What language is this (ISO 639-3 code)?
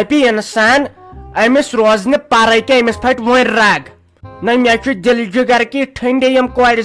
kas